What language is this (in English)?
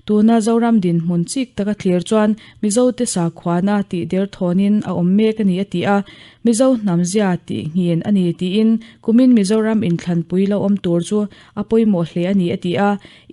Mizo